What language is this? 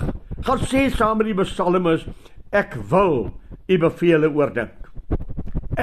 Afrikaans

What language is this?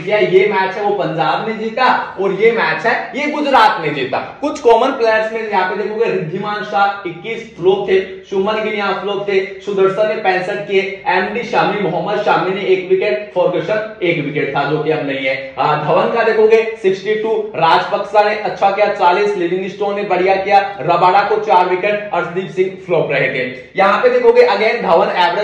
Hindi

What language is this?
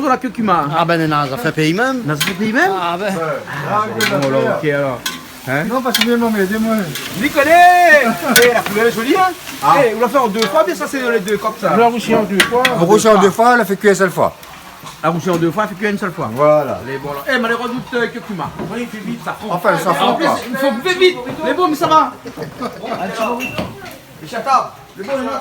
Réunion Creole French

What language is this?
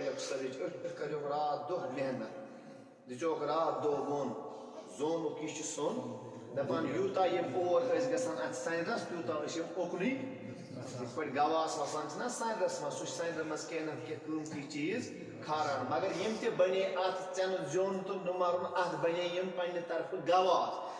Kashmiri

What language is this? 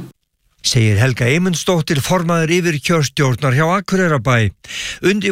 Icelandic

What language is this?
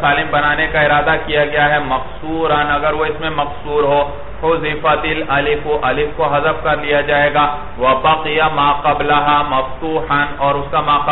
Urdu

